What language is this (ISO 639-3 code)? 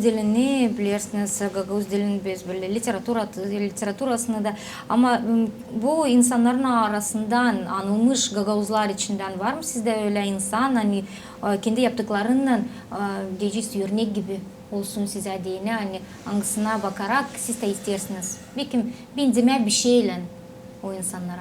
gag